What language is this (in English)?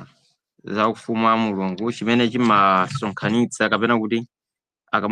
Nyanja